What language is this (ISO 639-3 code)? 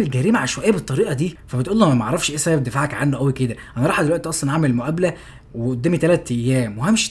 arz